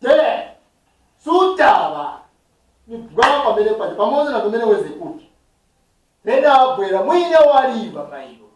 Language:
Nyanja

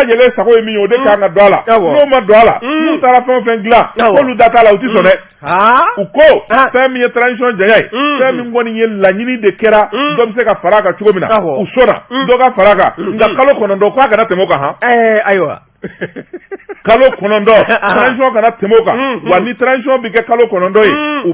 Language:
Bambara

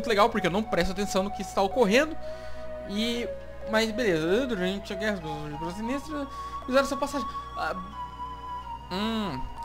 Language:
Portuguese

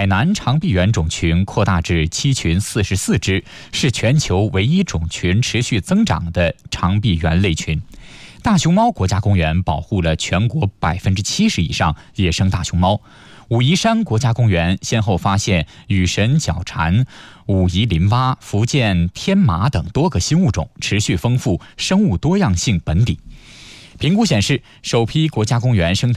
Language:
Chinese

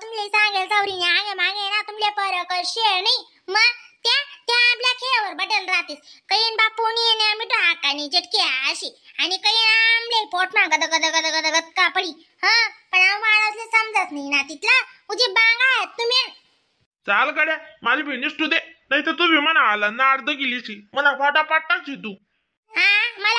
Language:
Khandesi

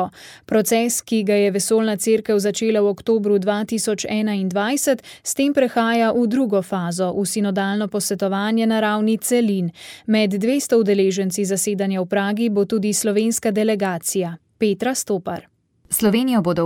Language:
Slovenian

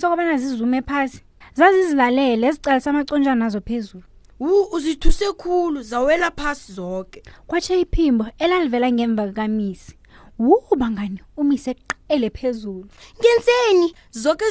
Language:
South Ndebele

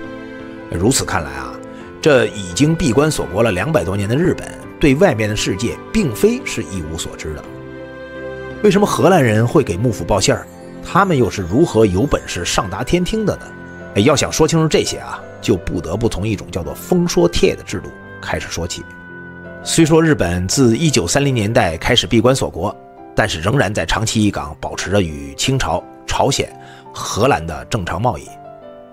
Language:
Chinese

